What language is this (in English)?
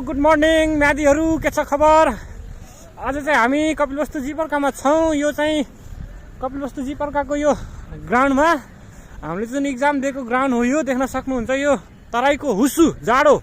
Nepali